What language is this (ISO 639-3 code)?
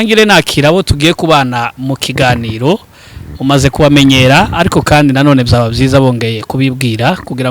kin